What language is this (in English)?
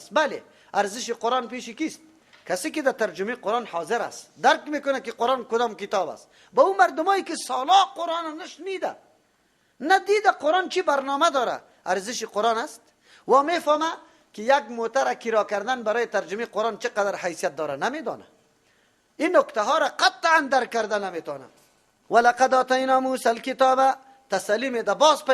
Persian